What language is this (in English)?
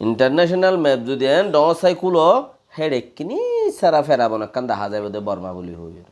Rohingya